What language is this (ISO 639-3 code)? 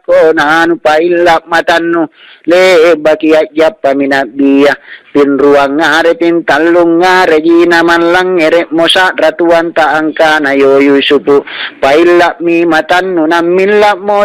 mak